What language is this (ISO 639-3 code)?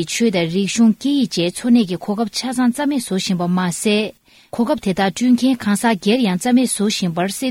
bod